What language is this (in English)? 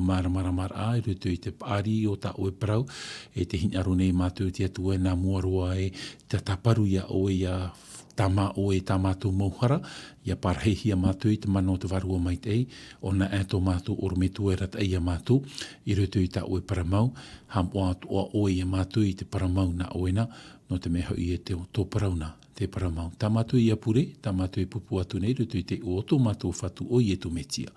Tahitian